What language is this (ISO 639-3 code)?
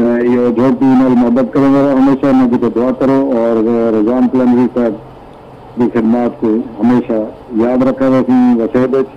skr